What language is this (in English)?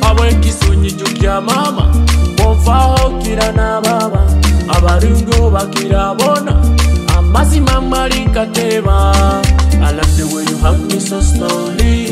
Nyoro